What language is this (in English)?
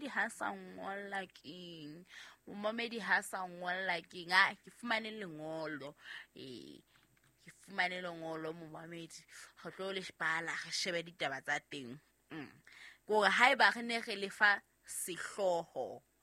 Southern Sotho